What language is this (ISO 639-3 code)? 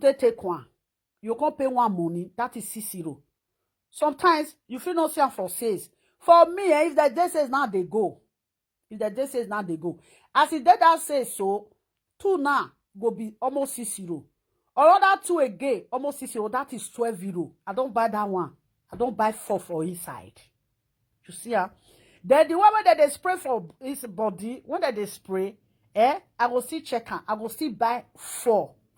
pcm